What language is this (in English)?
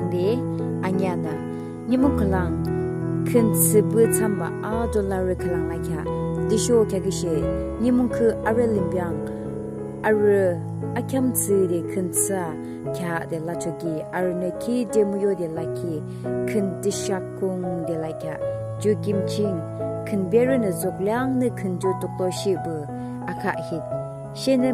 Yimchungru Naga